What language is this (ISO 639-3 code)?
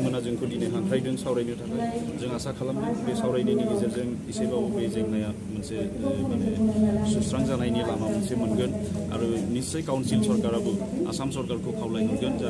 brx